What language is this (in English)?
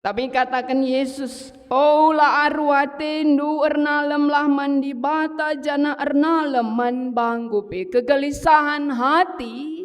Batak Karo